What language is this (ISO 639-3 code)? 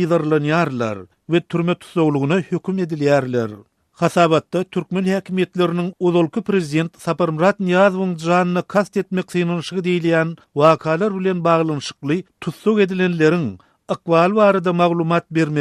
tuk